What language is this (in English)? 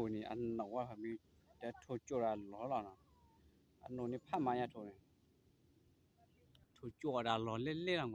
S'gaw Karen